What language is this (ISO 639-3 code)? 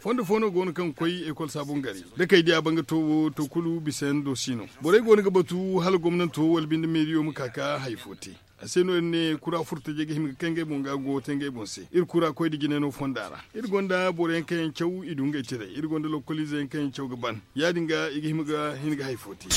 dje